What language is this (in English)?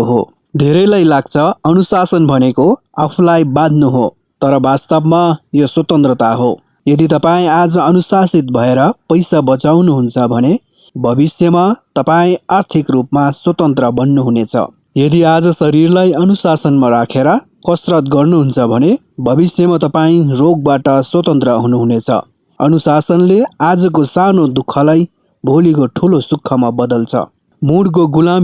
Nepali